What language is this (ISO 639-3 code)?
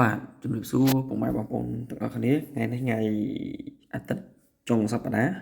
khm